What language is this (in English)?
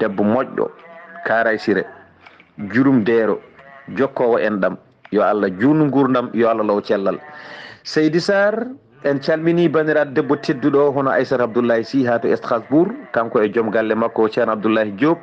Fula